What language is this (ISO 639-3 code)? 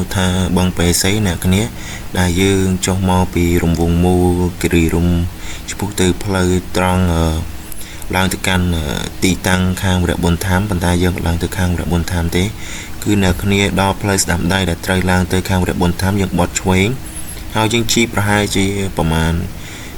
khm